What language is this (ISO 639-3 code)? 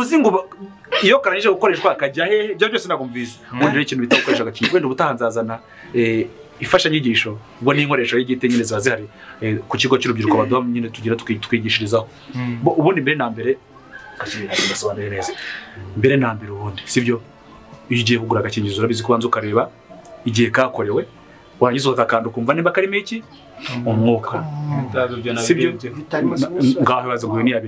kin